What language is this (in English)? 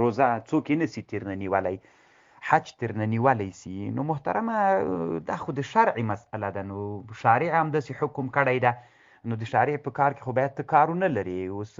Pashto